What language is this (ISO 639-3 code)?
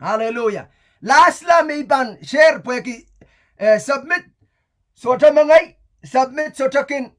pon